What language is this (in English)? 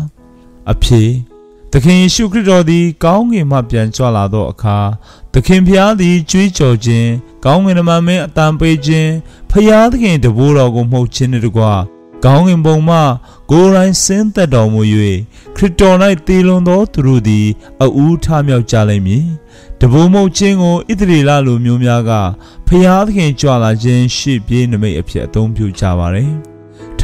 Burmese